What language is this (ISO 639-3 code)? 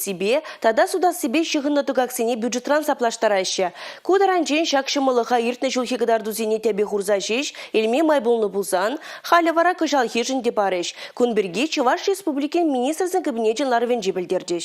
chv